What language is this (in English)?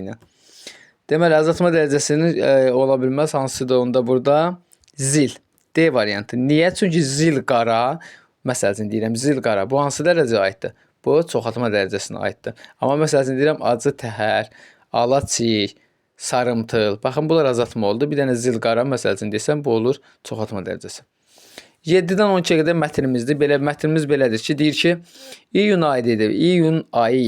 Azerbaijani